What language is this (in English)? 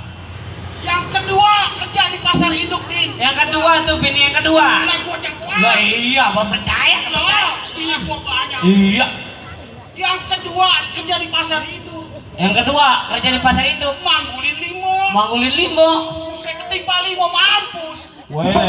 Betawi